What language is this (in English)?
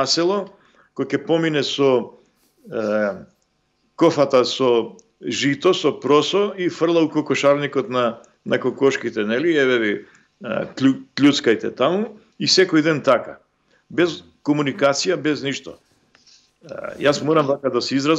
Macedonian